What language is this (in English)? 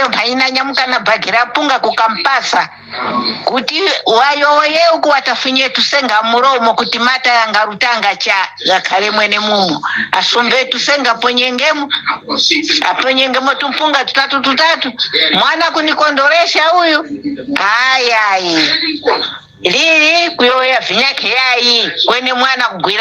Nyanja